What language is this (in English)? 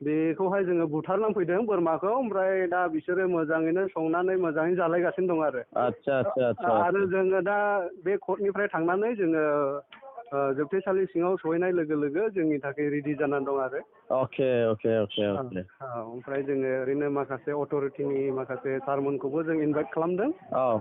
Bodo